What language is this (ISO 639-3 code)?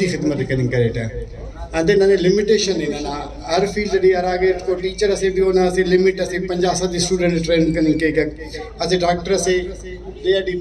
brh